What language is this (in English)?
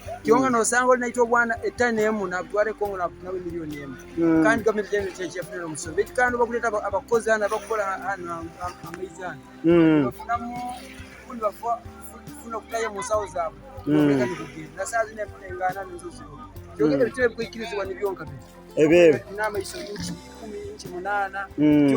Nyankole